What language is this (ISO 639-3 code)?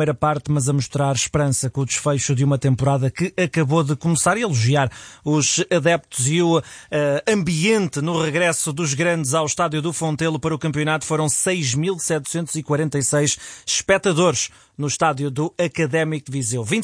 por